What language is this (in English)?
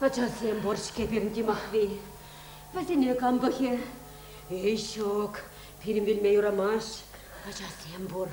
Chuvash